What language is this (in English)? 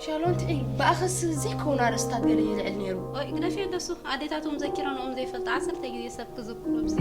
Tigrinya